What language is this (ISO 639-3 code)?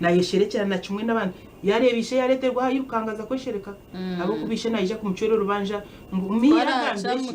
nyn